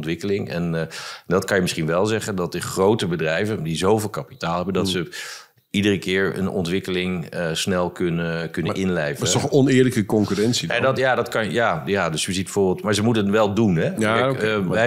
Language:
Dutch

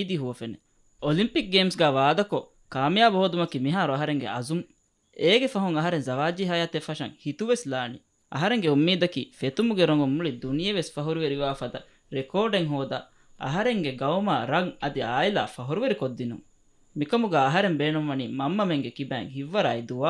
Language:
Divehi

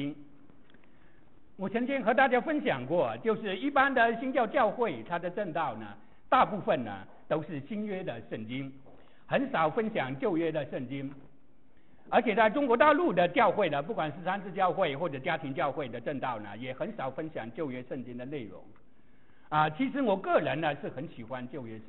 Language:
Chinese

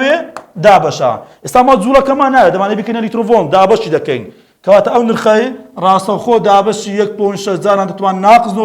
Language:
Central Kurdish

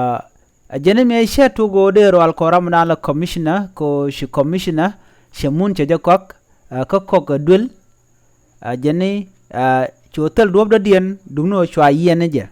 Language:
Nuer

